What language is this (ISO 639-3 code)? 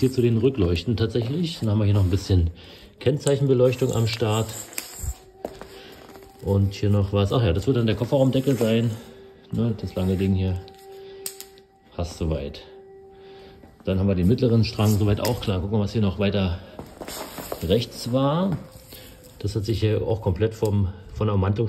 deu